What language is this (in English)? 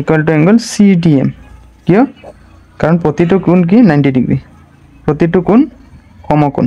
Assamese